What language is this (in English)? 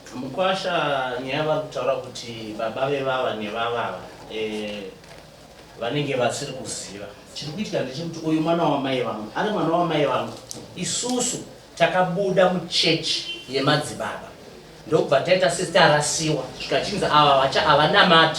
Shona